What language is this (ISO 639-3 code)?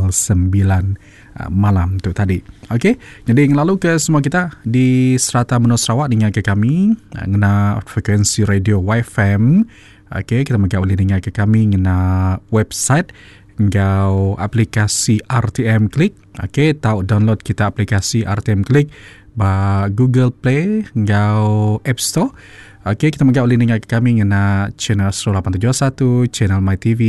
iba